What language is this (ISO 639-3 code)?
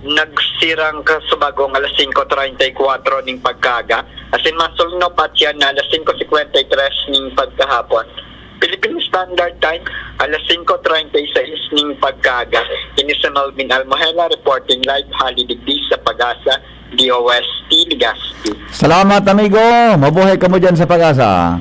bik